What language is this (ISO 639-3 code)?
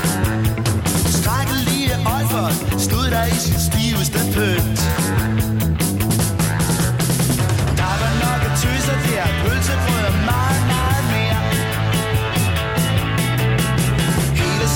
dan